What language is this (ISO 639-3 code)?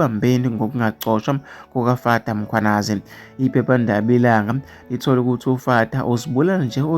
zul